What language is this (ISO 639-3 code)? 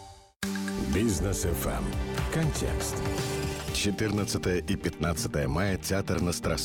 rus